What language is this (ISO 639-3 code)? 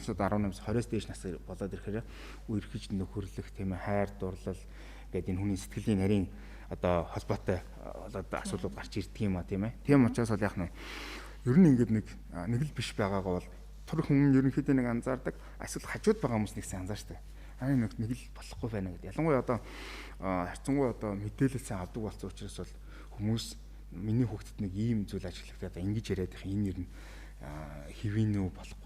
mon